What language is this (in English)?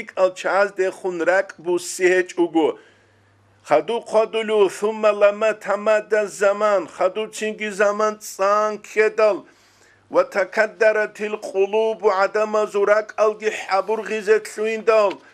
Avaric